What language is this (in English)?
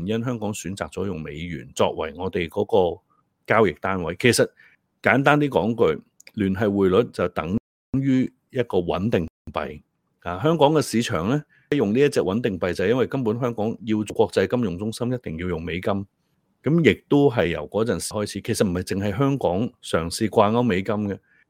Cantonese